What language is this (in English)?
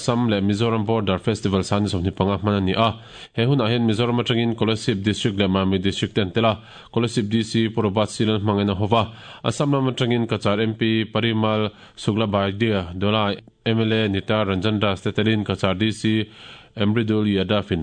Mizo